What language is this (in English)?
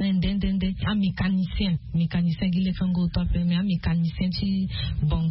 Sango